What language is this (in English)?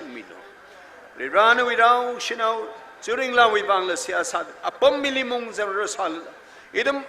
Tangkhul Naga (India)